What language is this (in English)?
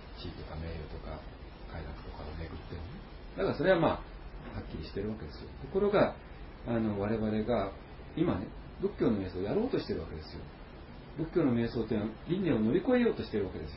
Japanese